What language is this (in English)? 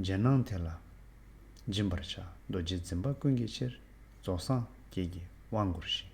Tibetan